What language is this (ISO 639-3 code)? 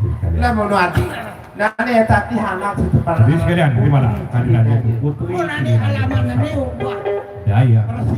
sas